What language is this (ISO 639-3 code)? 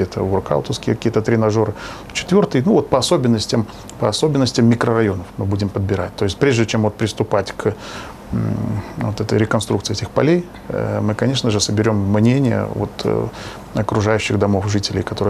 rus